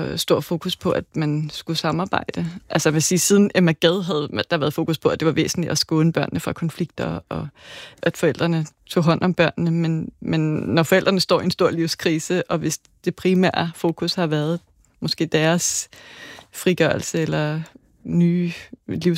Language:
Danish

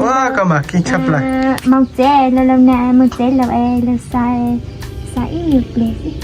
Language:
Hmong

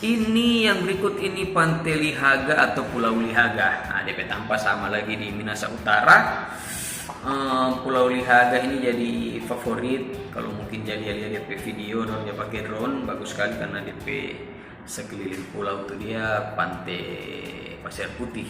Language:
Manado Malay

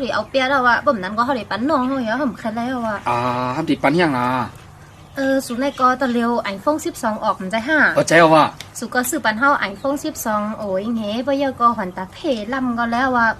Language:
Shan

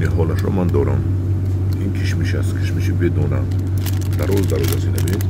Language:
Tajik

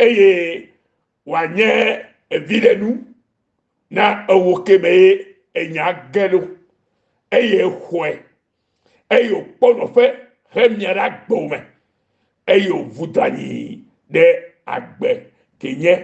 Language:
Ewe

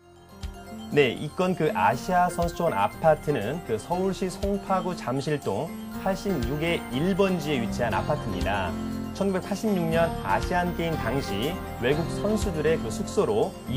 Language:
Korean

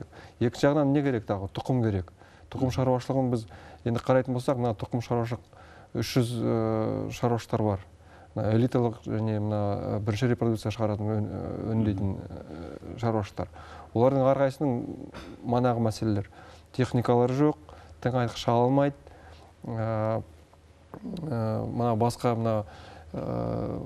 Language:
Kazakh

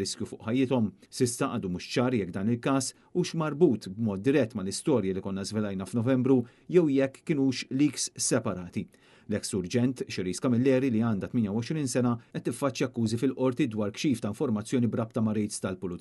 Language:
Maltese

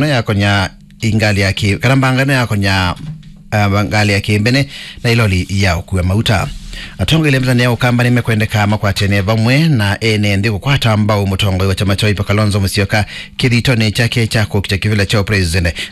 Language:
Kamba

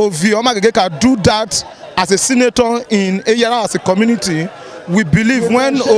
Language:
Nigerian Pidgin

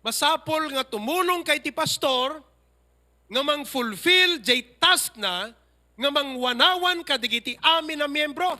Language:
Iloko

